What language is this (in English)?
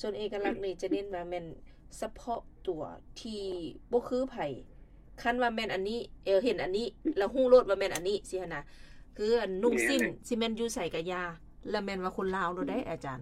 Lao